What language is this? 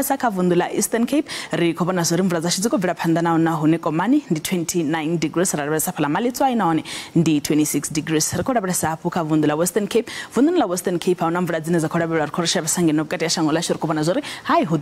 Venda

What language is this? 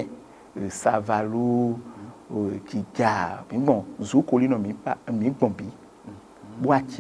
Fon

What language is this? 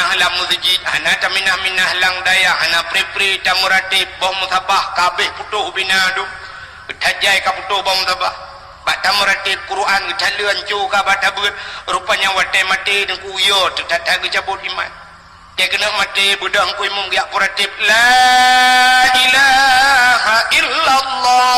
Achinese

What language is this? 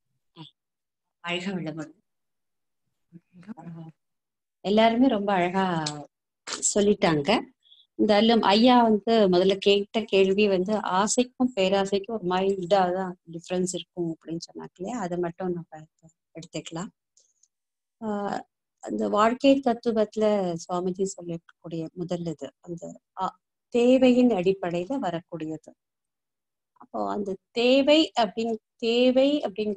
Tamil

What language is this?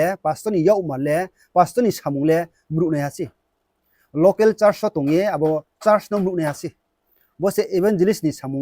Riang (India)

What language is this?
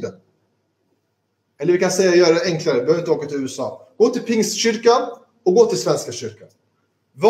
Swedish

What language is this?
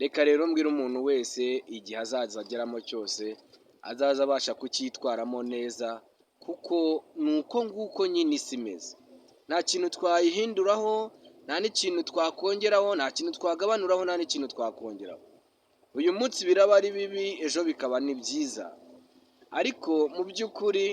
Kinyarwanda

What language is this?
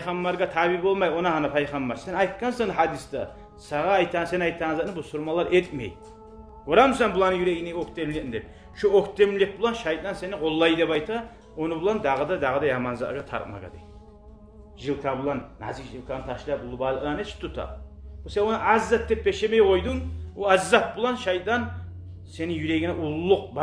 Kumyk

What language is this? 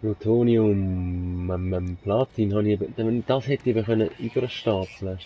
Swiss German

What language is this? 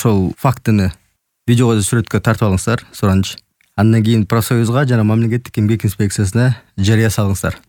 Kyrgyz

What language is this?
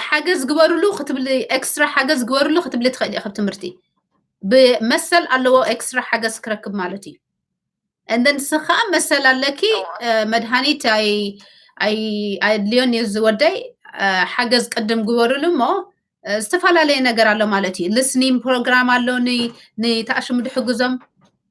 Tigrinya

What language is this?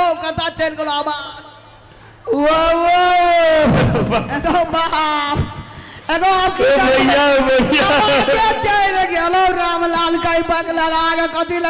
Maithili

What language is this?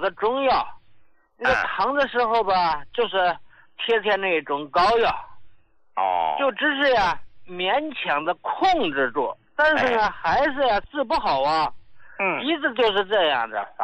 Chinese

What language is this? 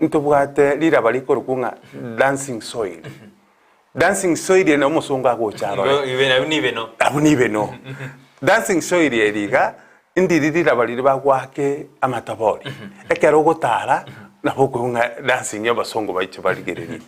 Gusii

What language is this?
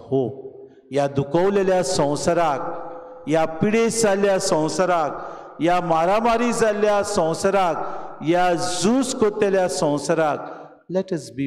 Konkani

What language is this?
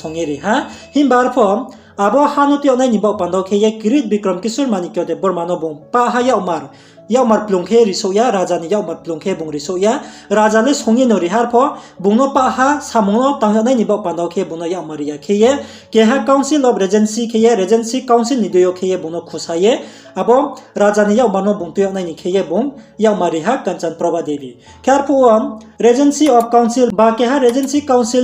Riang (India)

